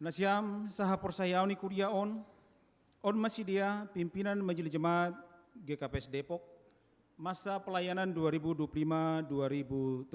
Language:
Batak Simalungun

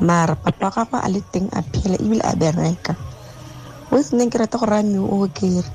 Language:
Tswana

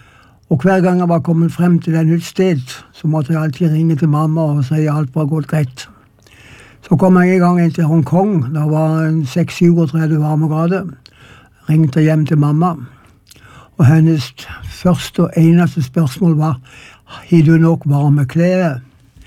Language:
Norwegian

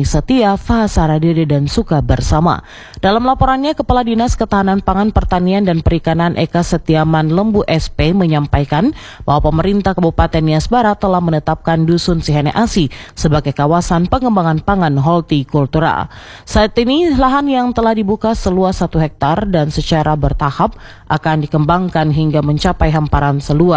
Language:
Indonesian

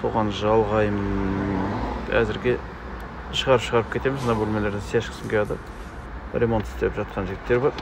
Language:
Kazakh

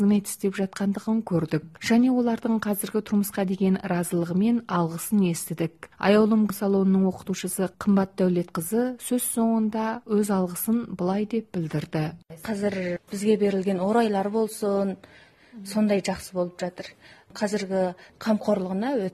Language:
Kazakh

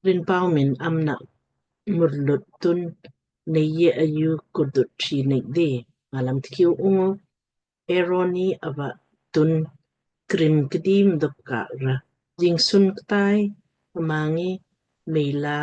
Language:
Lamkang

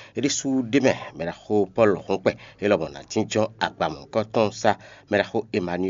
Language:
Fon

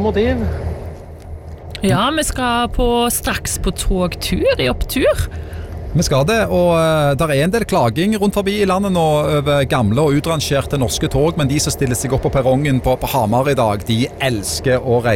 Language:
Norwegian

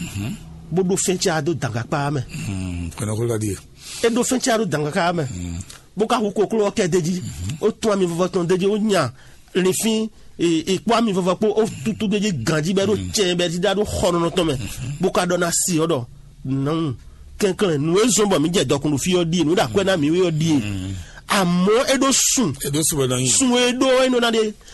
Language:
Fon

